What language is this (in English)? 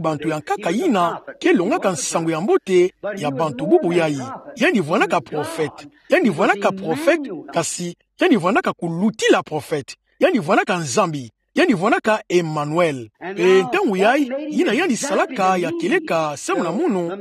Kituba (Democratic Republic of Congo)